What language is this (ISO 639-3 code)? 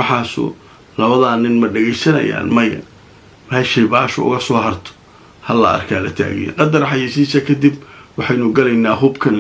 som